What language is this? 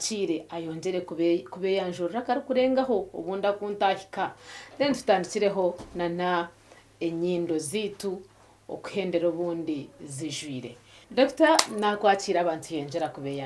Nyankole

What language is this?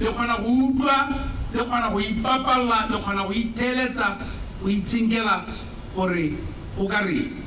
Tswana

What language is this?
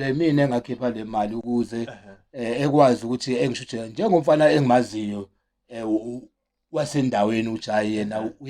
Zulu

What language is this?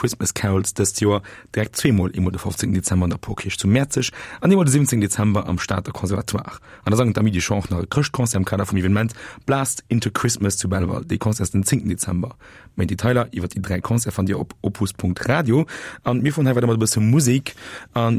Luxembourgish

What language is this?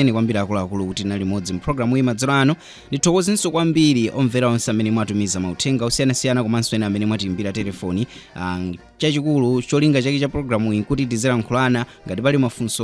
Nyanja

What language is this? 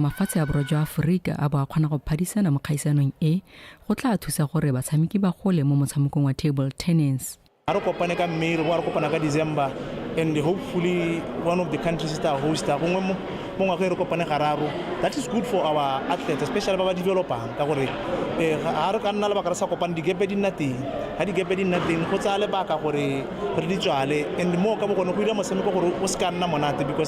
Tswana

